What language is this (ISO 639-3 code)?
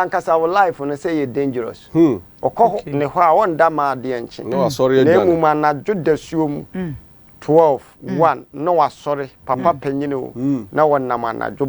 aka